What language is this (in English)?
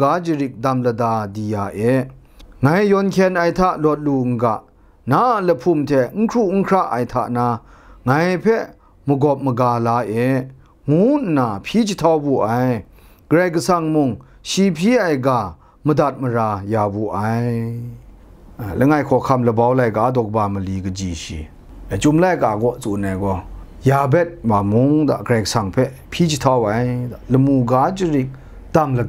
Kachin